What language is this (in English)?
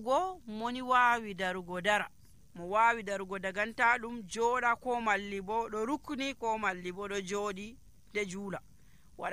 Nigerian Fulfulde